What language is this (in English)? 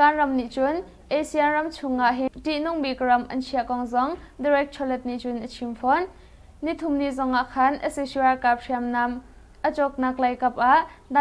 Hakha Chin